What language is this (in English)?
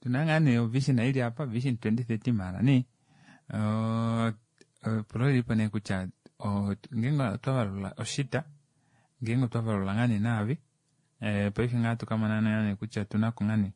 Kuanyama